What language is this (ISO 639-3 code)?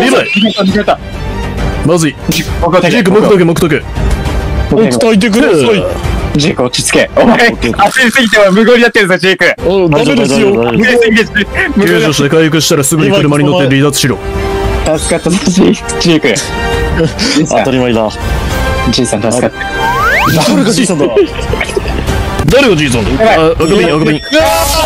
jpn